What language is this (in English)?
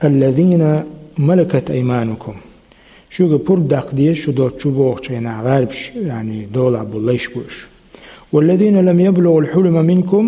Chechen